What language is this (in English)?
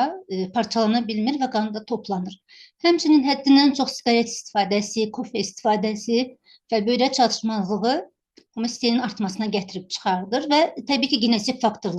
Azerbaijani